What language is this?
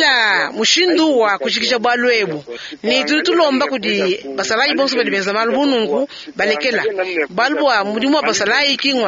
Luba-Lulua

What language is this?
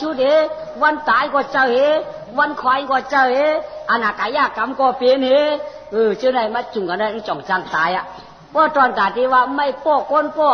Shan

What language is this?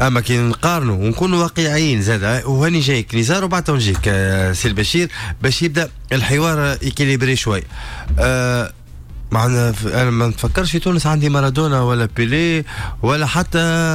Tunisian Arabic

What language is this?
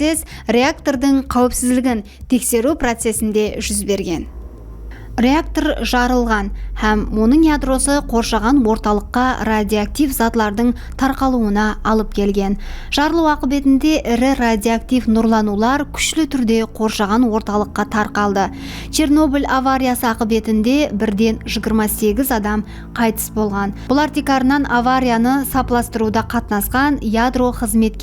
Kara-Kalpak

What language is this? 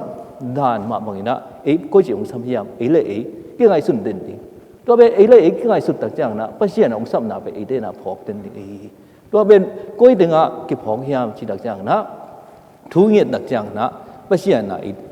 Tedim Chin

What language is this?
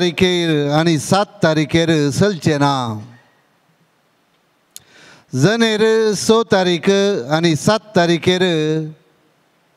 Konkani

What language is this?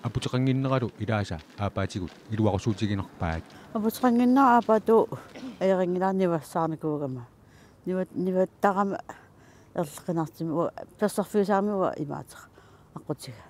Kalaallisut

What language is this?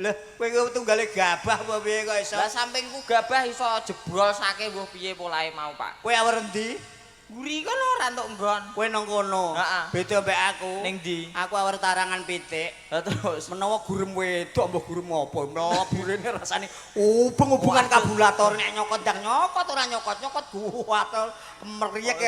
Javanese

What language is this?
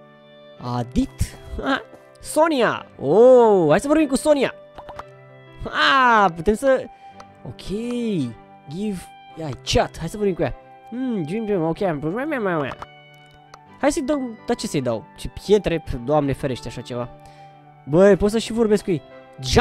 Romanian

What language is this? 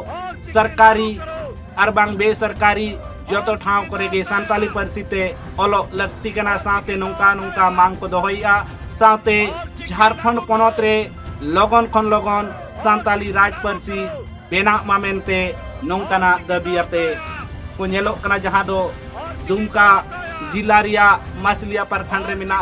Santali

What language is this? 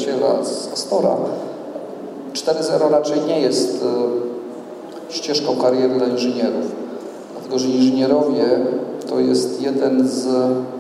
Polish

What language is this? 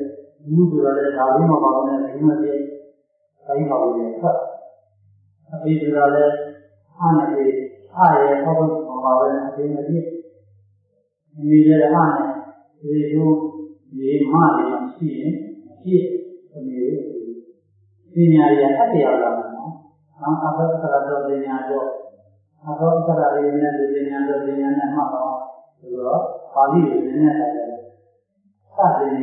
Burmese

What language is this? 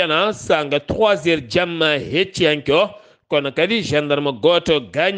Fula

